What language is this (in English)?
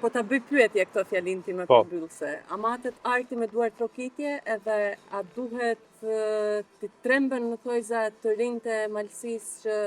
Albanian